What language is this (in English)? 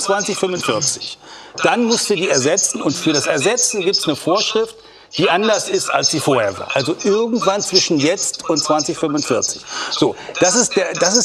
German